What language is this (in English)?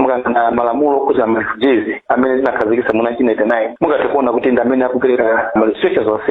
Nyanja